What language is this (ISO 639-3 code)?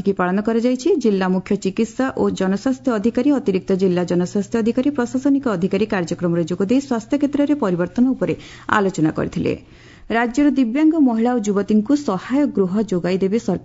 ori